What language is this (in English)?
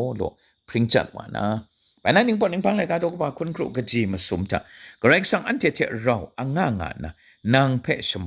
Kachin